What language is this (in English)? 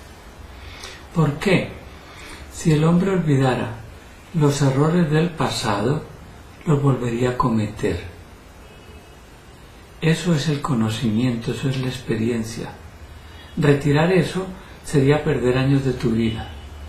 Spanish